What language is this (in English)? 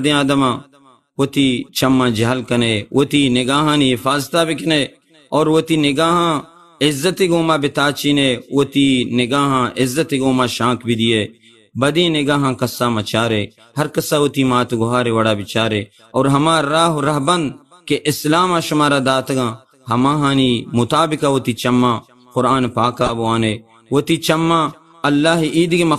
Baluchi